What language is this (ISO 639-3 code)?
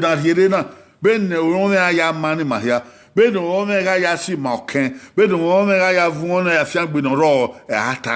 bin